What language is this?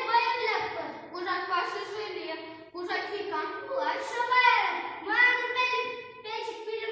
Chuvash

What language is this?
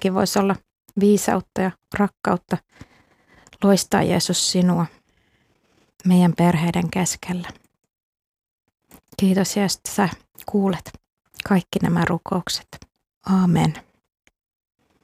Finnish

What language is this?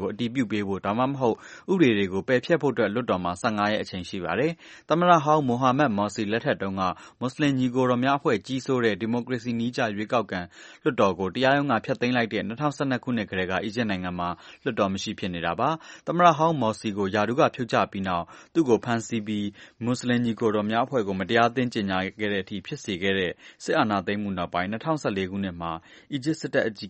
Burmese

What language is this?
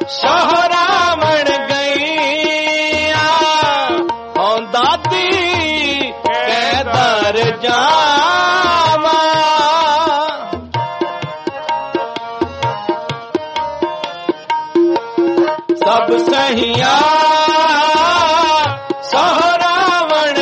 Punjabi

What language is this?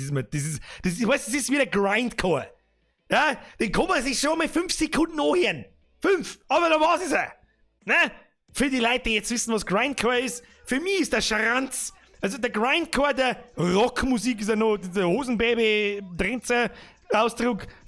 Bavarian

